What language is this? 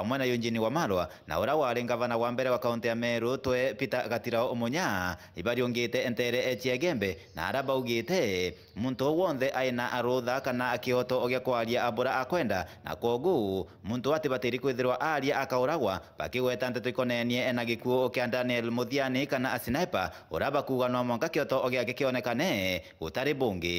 Meru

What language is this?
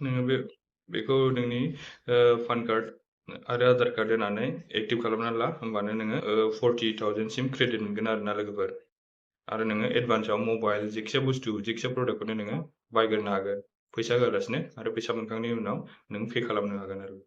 Bodo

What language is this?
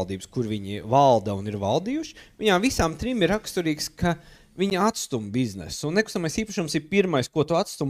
Latvian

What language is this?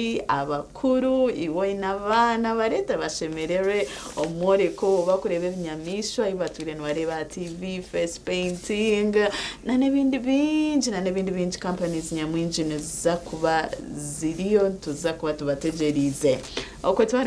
Nyankole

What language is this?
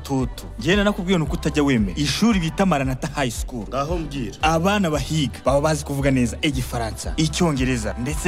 Kinyarwanda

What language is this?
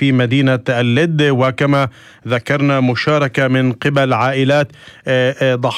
North Levantine Arabic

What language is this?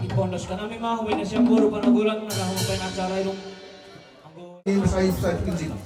Batak Simalungun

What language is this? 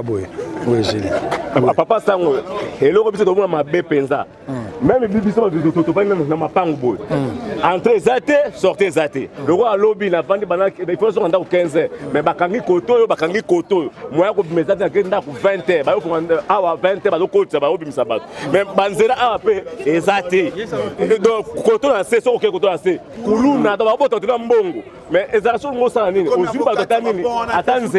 Lingala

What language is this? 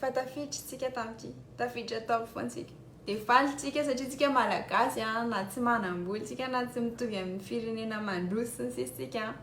Malagasy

